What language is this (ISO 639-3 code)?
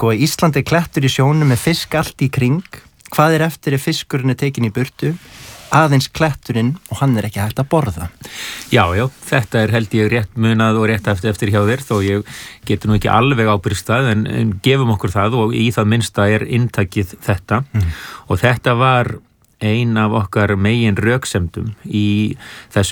isl